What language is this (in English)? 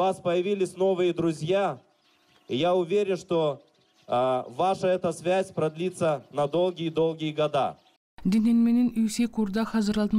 Gagauz